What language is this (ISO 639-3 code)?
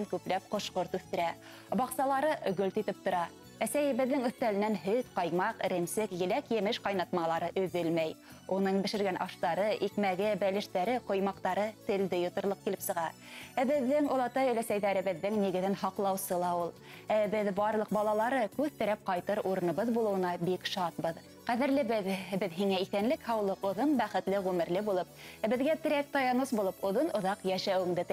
bak